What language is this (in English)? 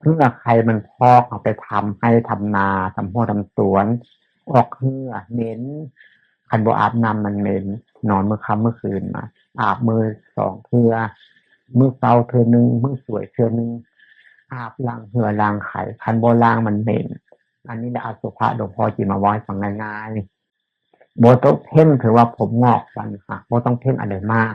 Northeastern Thai